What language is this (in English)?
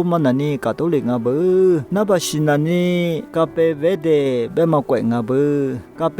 Lisu